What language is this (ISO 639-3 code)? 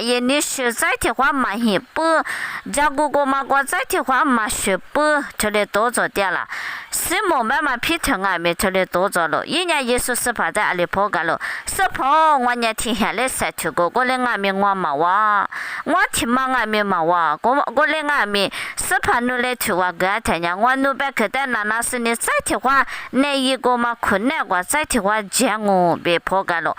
lis